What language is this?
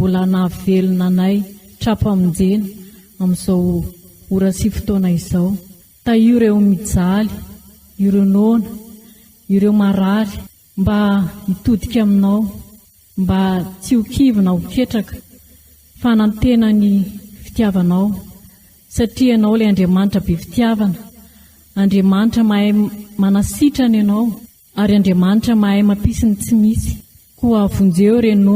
Malagasy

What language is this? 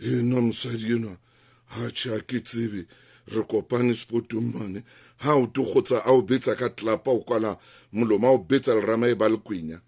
Southern Sotho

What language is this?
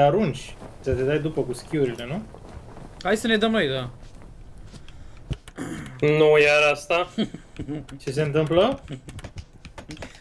Romanian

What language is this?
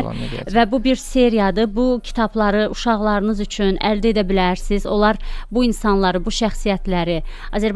Azerbaijani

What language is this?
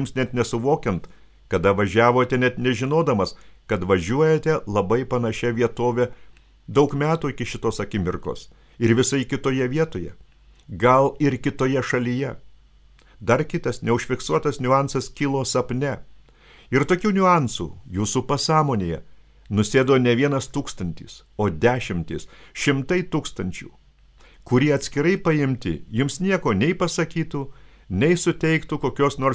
Lithuanian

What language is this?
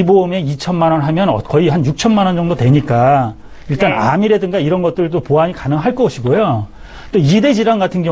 Korean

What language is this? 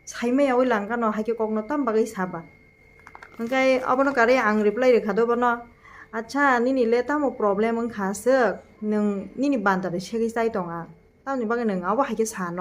Kok Borok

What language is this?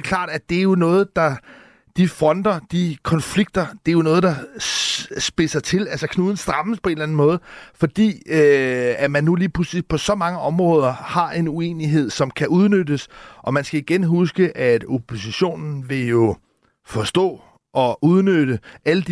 Danish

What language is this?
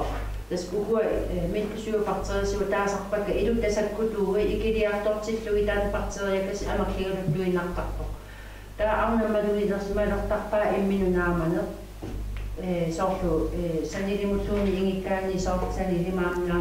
Kalaallisut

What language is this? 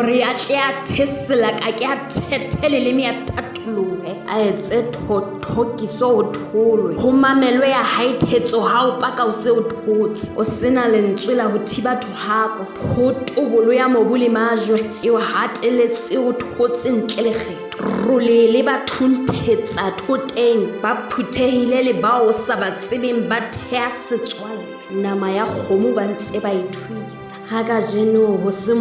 Southern Sotho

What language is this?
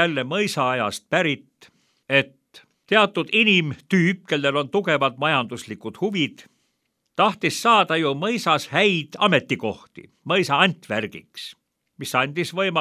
Estonian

